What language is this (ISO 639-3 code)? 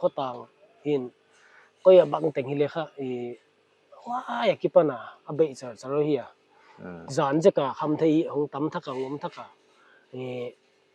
pck